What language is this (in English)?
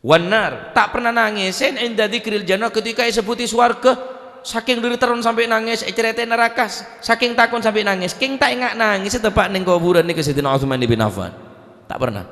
Madurese